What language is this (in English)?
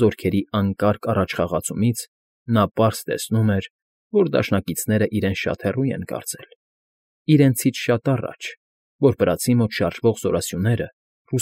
Armenian